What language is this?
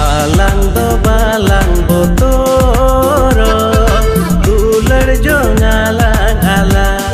Santali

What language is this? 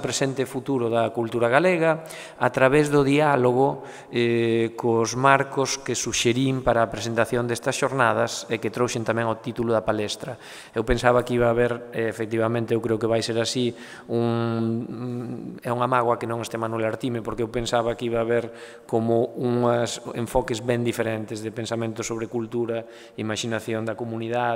Galician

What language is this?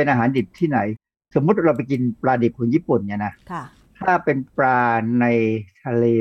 Thai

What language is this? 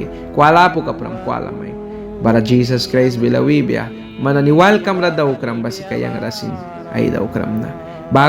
Mískito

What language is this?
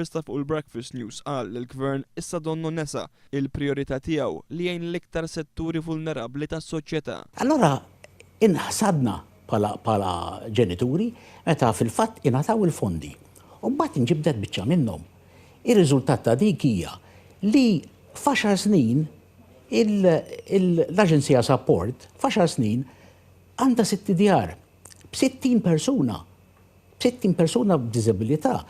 Maltese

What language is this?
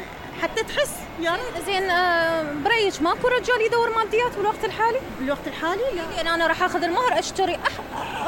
Mesopotamian Arabic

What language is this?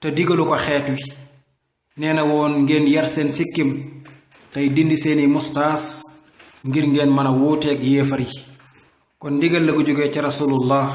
Wolof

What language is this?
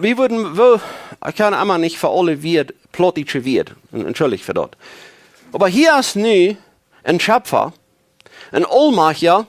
Plautdietsch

